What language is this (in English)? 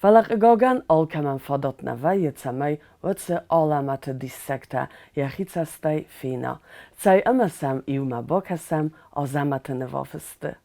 Ossetic